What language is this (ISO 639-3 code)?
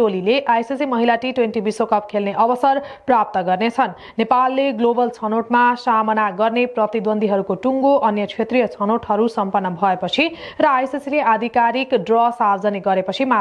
nep